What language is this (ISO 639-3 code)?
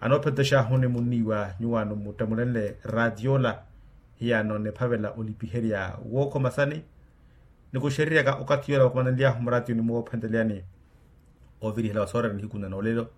vmw